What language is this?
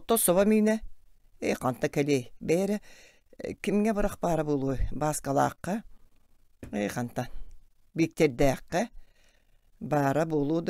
Yakut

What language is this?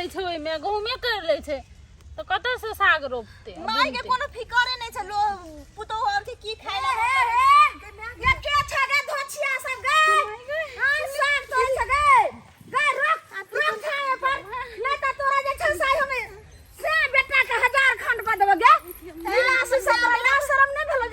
Maithili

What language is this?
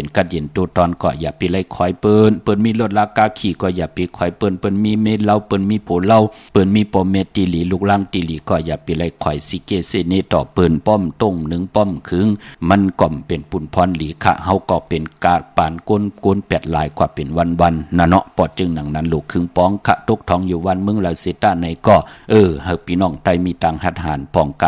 Shan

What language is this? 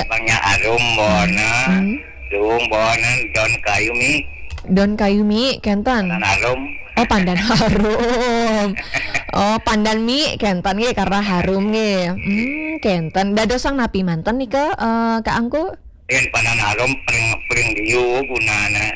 Balinese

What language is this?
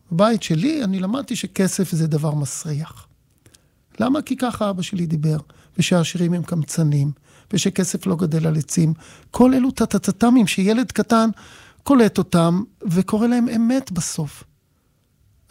Hebrew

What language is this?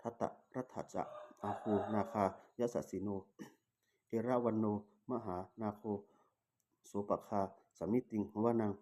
Pali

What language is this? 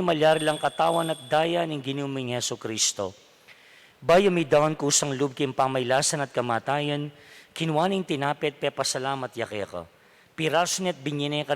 Pampanga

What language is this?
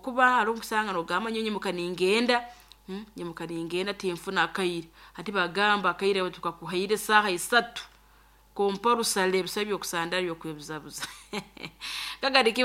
Nyoro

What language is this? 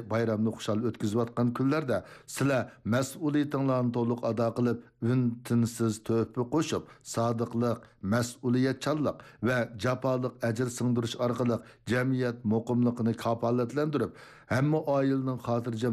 Uyghur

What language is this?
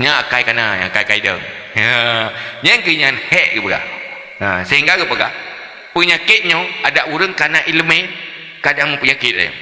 Achinese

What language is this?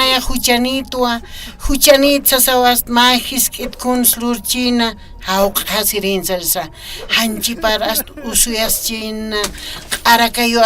Aymara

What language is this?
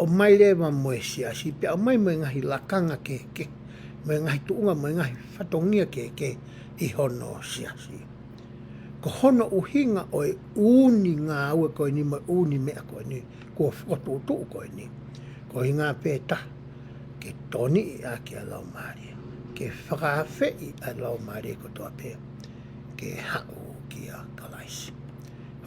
Tongan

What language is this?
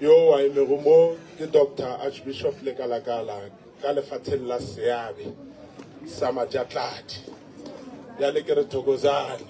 Northern Sotho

